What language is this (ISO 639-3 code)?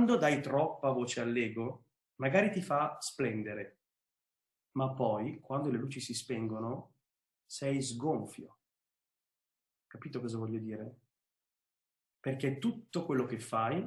ita